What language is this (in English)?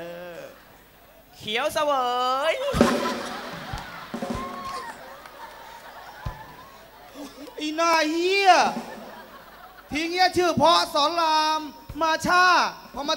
Thai